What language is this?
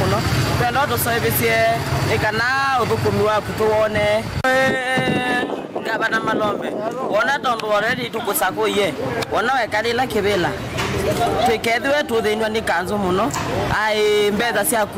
Kamba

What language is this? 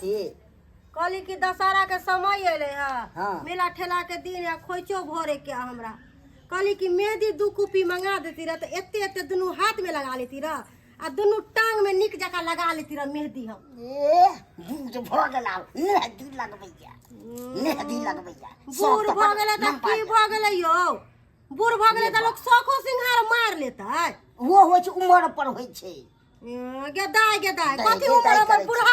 Maithili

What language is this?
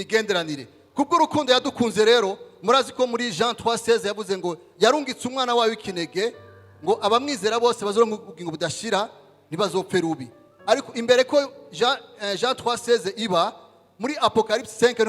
Rundi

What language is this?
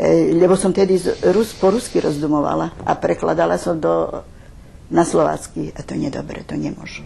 Rusyn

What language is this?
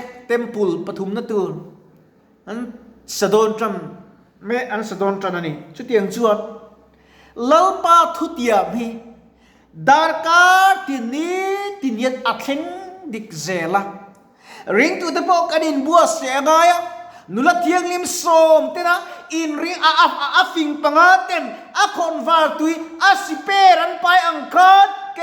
Mizo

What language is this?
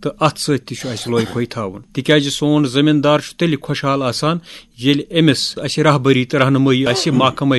Kashmiri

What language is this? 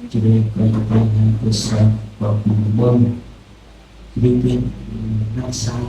Central Mnong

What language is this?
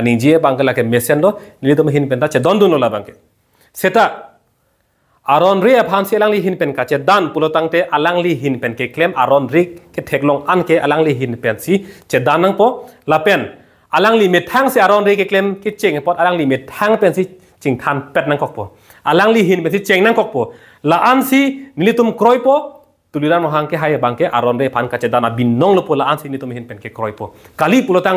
Karbi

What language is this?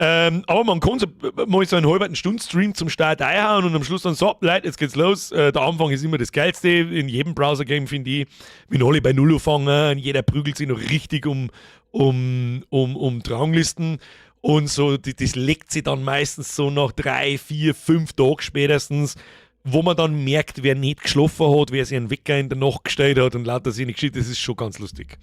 Bavarian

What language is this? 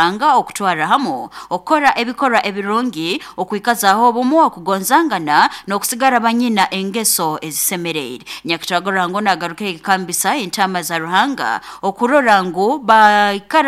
Nyoro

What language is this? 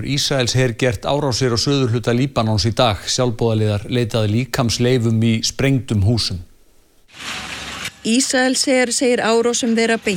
Icelandic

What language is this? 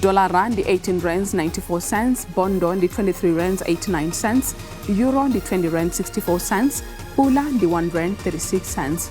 Venda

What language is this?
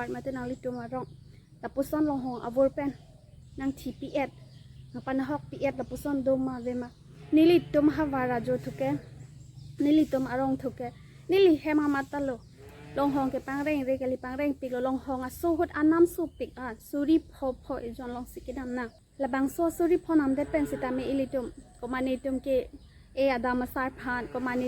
Karbi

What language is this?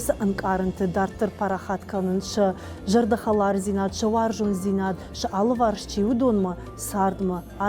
Ossetic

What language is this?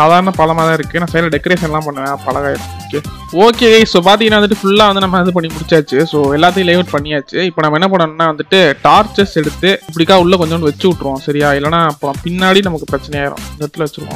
Tamil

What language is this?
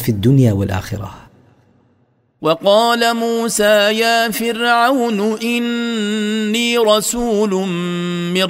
Arabic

